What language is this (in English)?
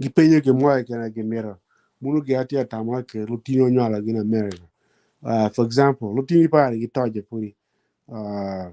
Acoli